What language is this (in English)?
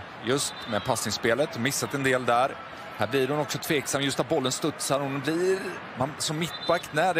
Swedish